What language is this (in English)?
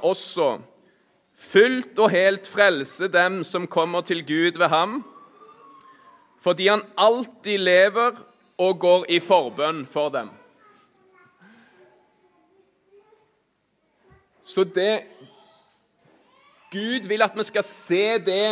Norwegian